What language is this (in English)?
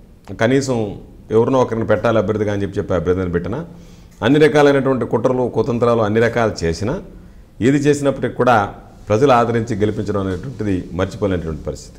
Telugu